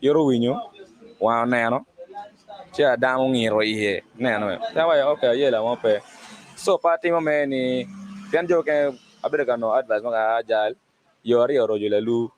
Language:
Acoli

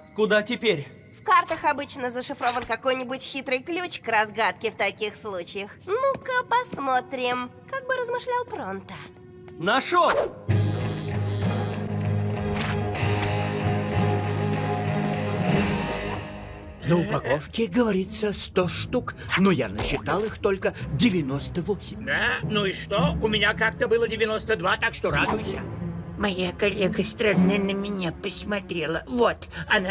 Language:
Russian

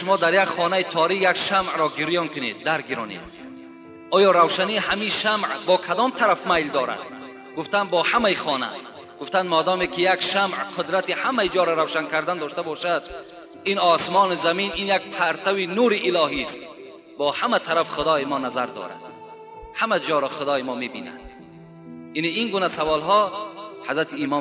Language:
Tajik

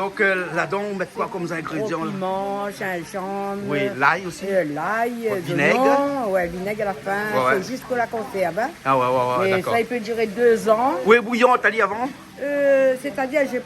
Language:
Réunion Creole French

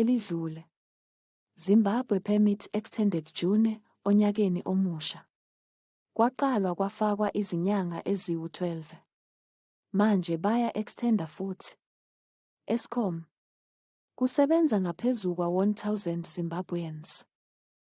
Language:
Zulu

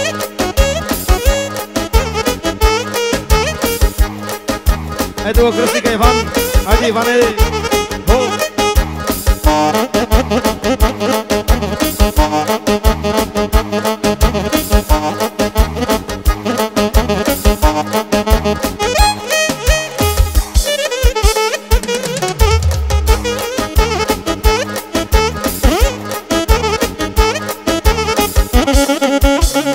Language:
Bulgarian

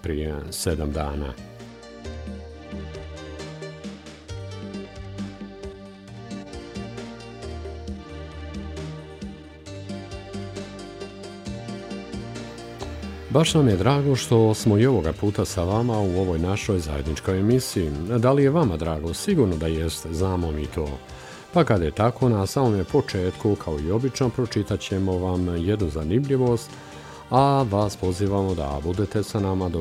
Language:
Bosnian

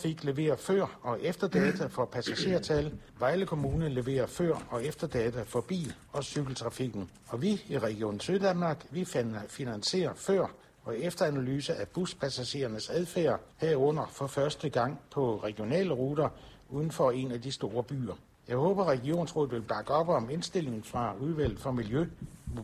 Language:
Danish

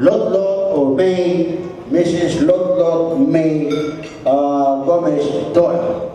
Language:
Cebuano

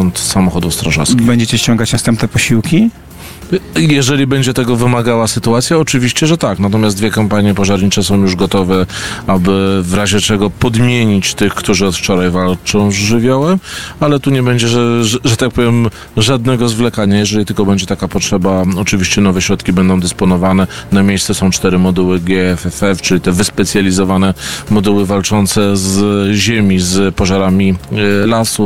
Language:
Polish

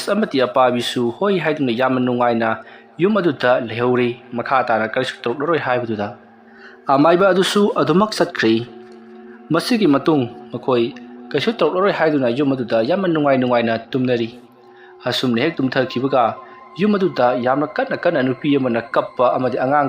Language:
Manipuri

